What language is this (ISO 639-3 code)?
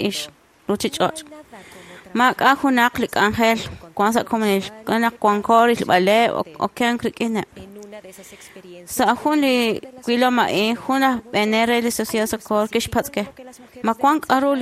kek